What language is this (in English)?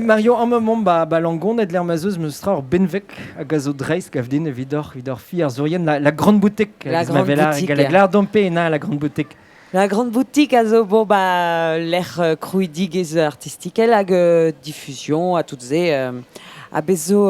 Breton